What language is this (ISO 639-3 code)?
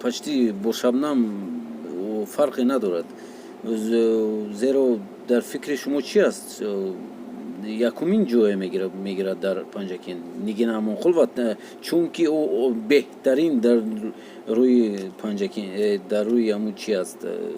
tgk